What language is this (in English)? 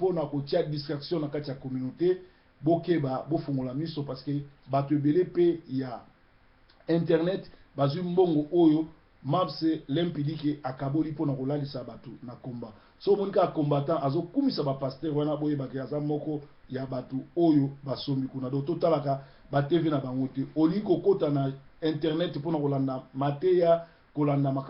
Lingala